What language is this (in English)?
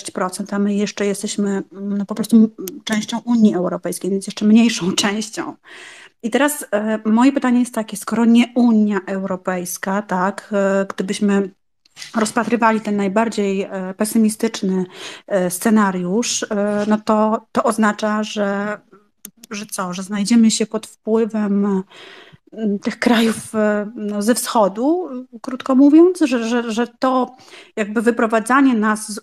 Polish